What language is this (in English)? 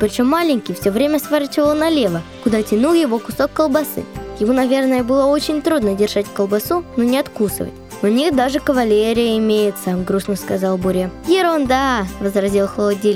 Russian